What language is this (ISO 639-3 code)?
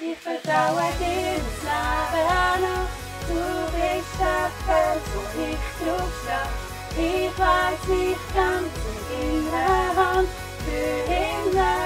gsw